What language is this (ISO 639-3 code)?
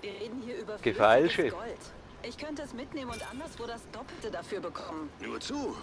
gsw